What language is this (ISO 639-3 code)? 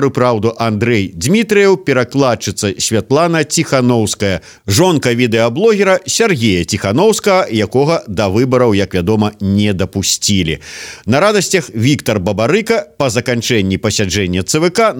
bel